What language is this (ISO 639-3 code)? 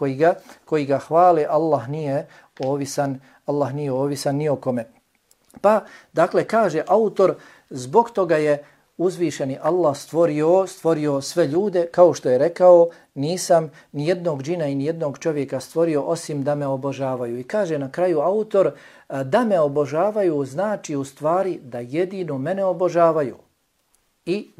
bos